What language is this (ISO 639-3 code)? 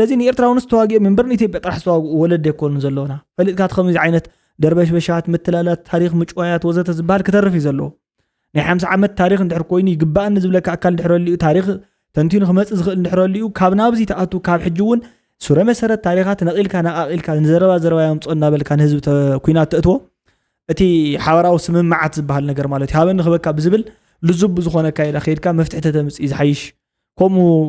tir